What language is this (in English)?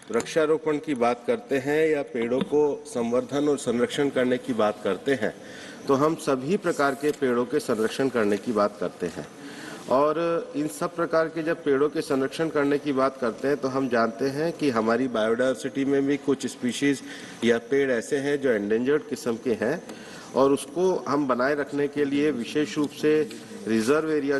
Hindi